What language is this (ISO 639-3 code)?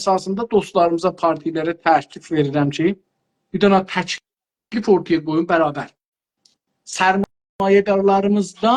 azb